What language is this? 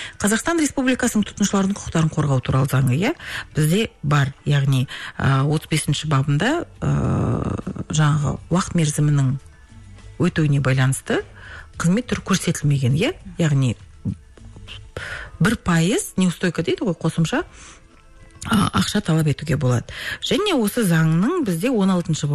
Kazakh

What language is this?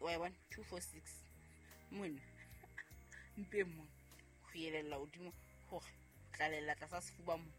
Southern Sotho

